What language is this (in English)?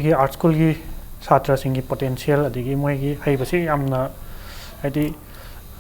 Manipuri